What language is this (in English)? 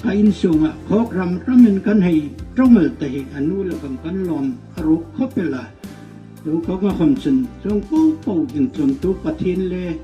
Hmar